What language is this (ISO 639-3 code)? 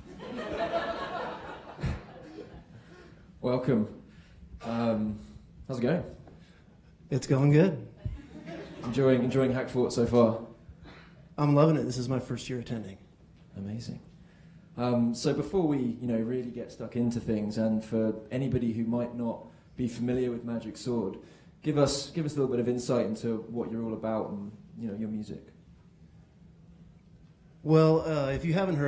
eng